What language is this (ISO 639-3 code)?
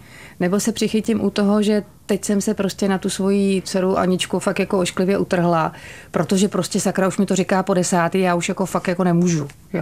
ces